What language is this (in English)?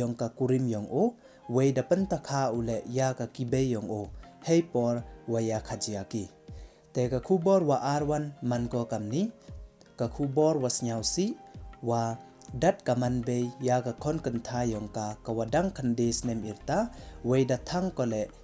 Pnar